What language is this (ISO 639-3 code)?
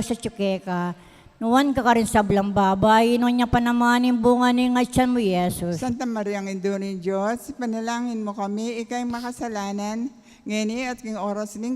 pam